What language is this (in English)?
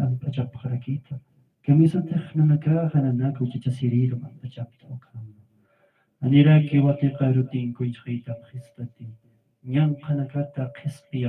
Aymara